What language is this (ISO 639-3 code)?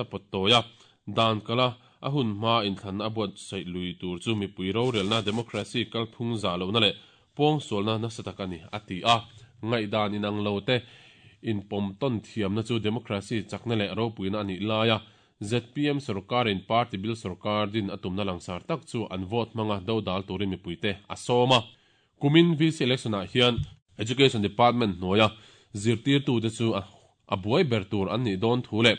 lus